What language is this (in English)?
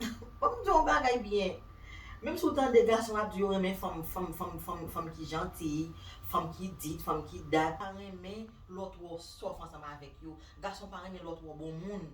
Haitian Creole